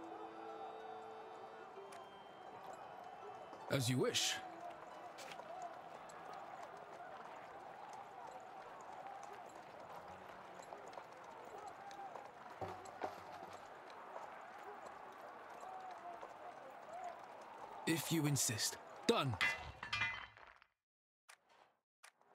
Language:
English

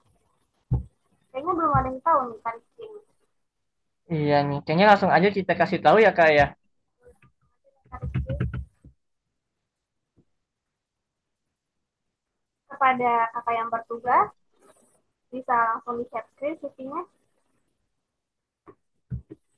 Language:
Indonesian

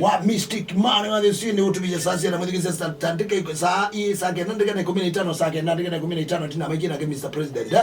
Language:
Kamba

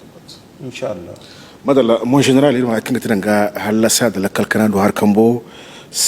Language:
Zarma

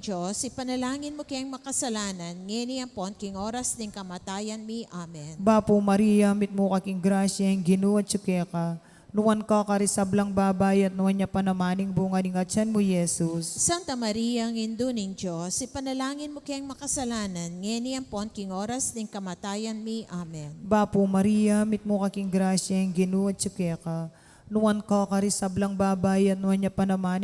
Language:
Pampanga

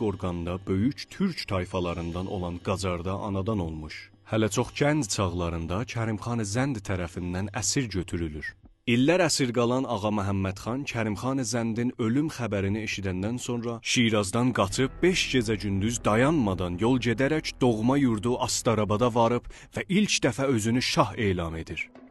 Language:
South Azerbaijani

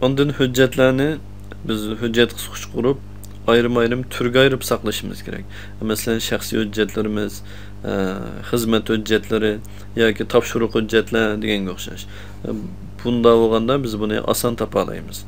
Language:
Uyghur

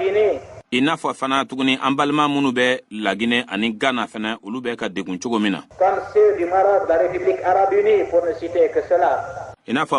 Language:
Bambara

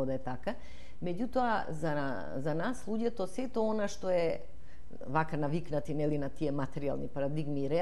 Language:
Macedonian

